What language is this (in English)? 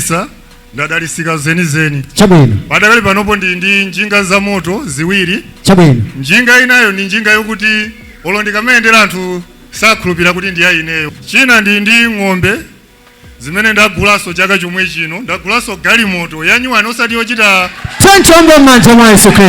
Nyanja